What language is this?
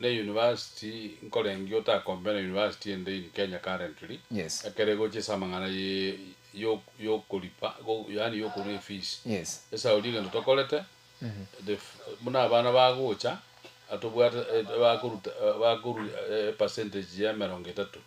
Gusii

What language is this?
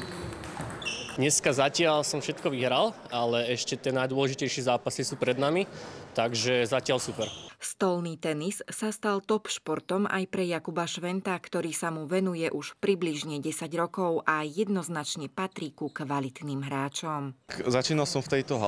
Slovak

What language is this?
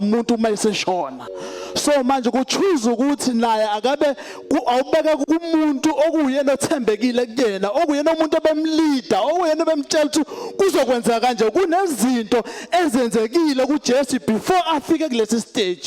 Zulu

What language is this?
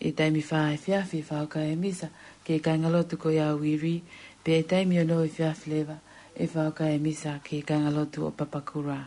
Tongan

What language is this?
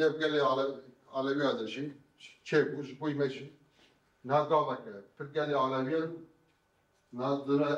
Kurdish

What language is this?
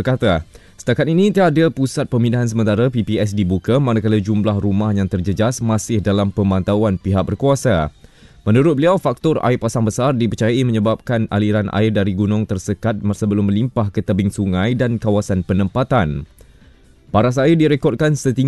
Malay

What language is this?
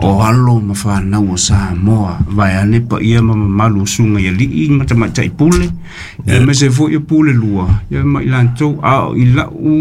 Samoan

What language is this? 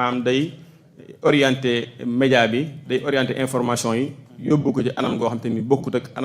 Wolof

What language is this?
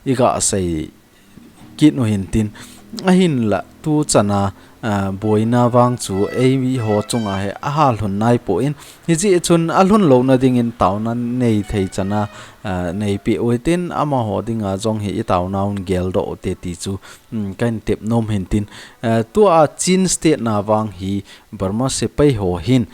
Thado Chin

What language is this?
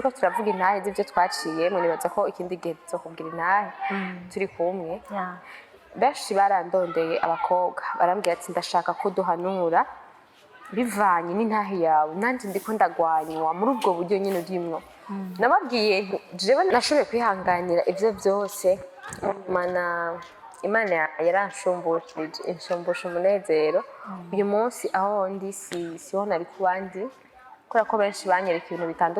Rundi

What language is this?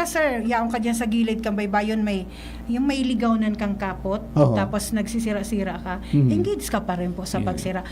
Bikol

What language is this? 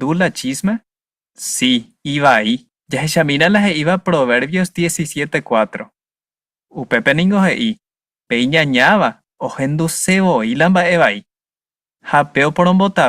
Guarani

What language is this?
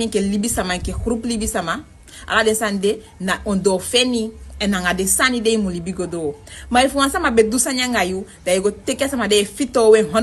Sranan Tongo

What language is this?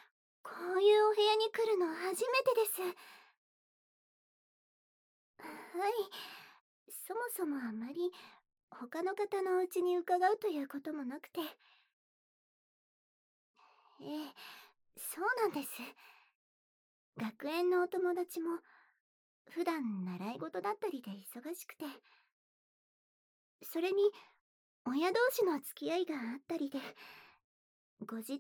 Japanese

